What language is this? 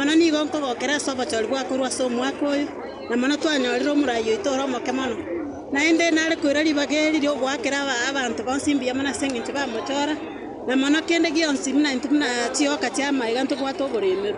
Gusii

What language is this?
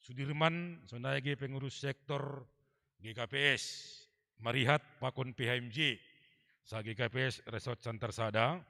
Batak Simalungun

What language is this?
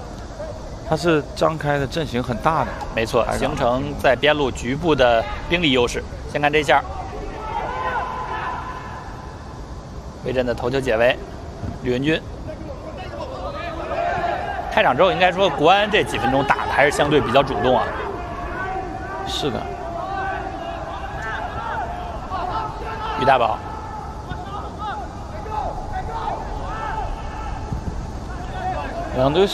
Chinese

